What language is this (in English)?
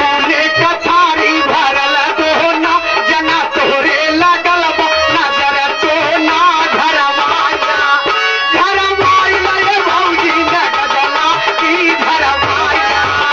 Bhojpuri